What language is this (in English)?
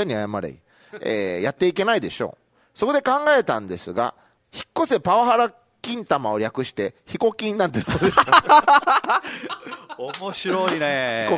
Japanese